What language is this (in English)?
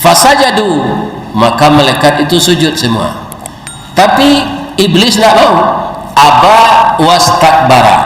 Minangkabau